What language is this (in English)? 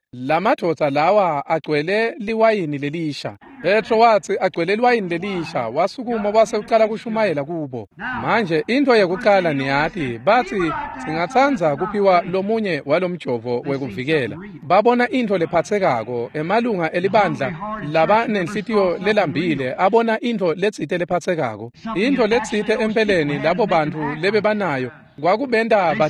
Swati